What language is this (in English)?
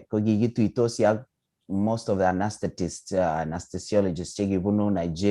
Kalenjin